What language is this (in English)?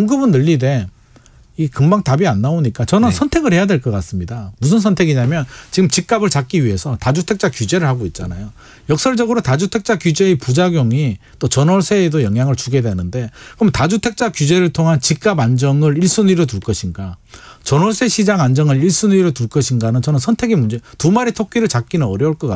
Korean